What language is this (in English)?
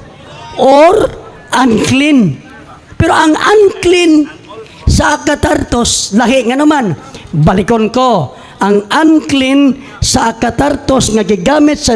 Cebuano